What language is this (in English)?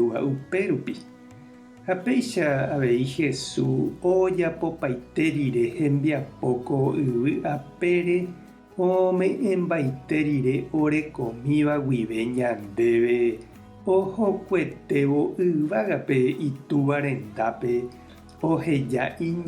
Guarani